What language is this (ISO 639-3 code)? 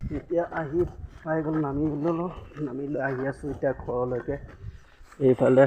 asm